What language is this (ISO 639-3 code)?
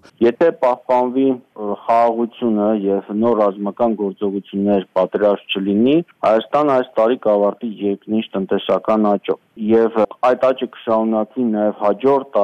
hye